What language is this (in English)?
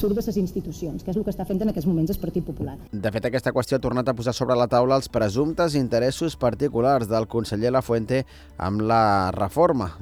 Catalan